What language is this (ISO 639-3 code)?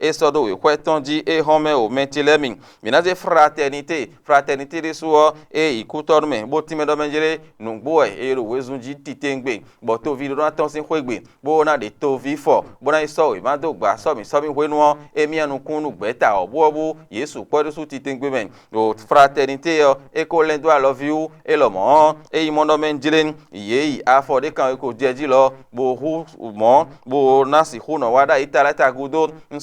fon